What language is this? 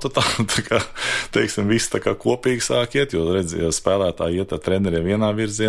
Latvian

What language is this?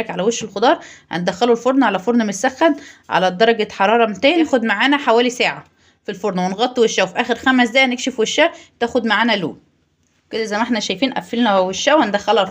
Egyptian Arabic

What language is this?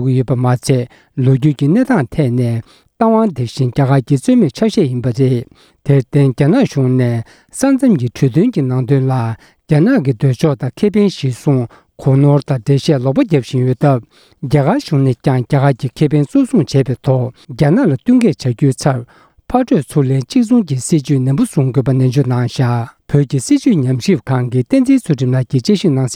Tibetan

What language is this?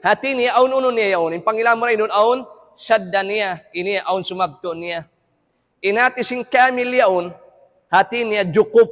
Tausug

